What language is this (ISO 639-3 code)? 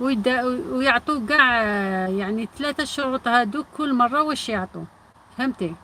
arq